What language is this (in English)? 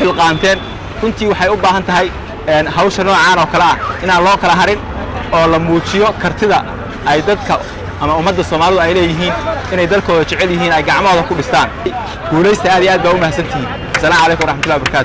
Somali